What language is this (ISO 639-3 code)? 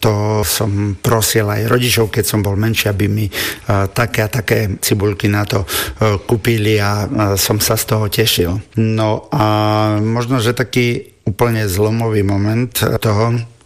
slk